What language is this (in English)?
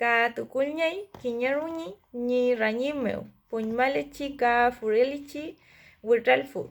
Mapuche